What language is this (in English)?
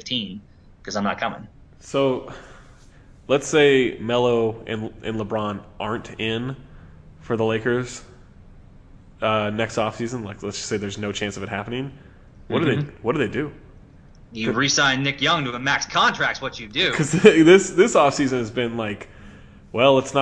English